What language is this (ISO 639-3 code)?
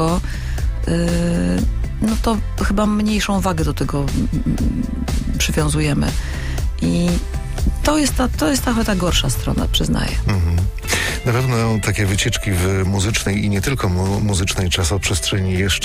pol